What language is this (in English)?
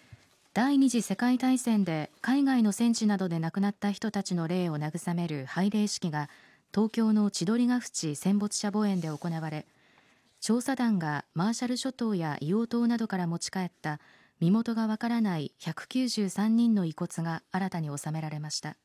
Japanese